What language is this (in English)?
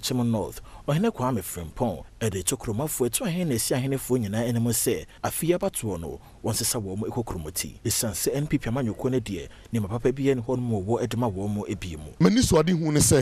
Akan